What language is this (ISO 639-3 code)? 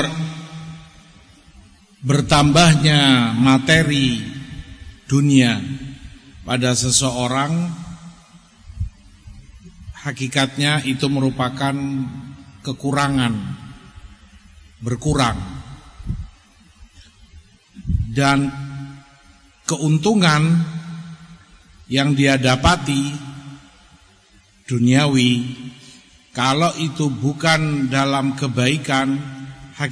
ind